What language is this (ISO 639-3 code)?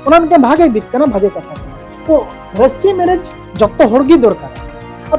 sat